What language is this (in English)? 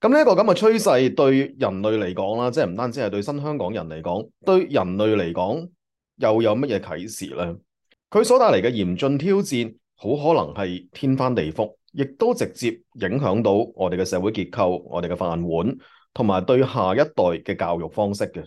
Cantonese